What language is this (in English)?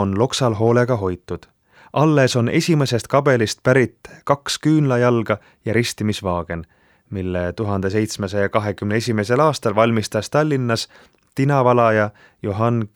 Estonian